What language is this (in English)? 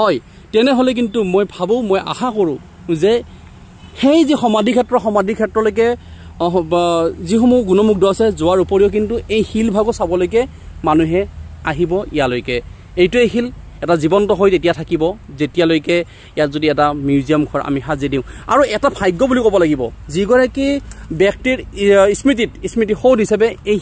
Assamese